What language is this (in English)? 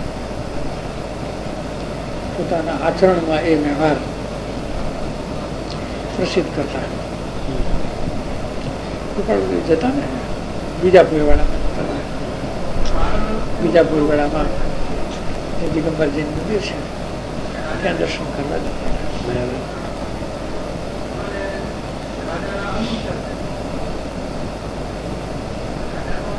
Gujarati